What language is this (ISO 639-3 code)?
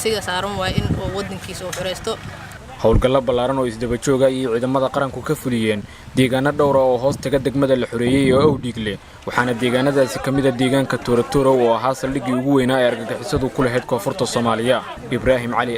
som